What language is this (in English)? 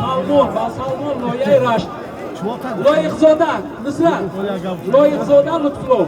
Tajik